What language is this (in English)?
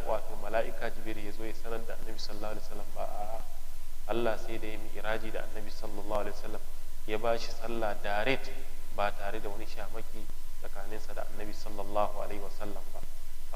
Hausa